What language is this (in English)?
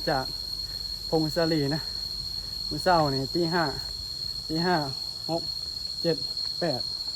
Northeastern Thai